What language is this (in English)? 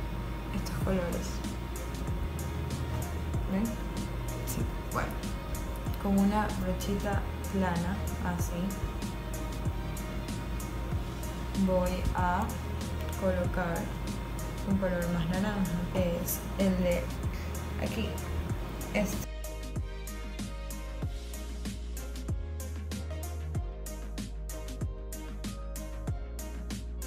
Spanish